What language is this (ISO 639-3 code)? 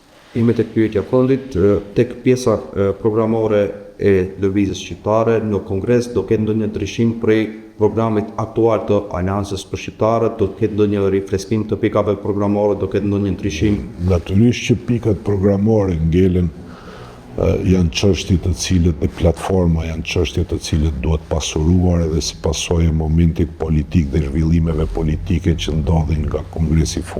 sqi